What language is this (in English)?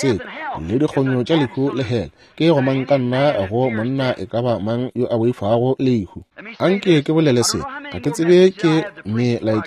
Northern Sotho